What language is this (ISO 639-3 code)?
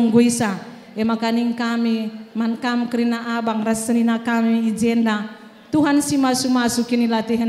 btx